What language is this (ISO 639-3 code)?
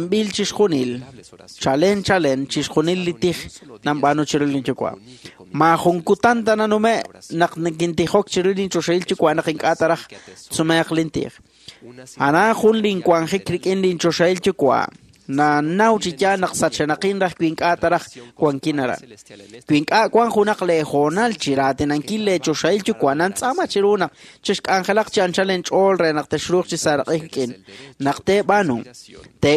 kek